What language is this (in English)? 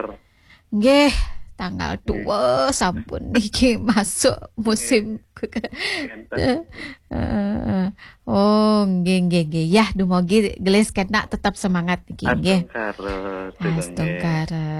Balinese